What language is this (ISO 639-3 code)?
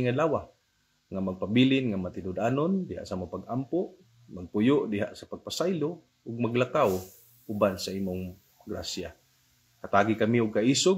ceb